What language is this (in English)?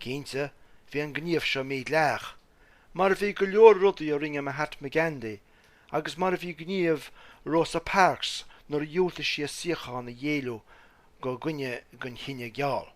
Irish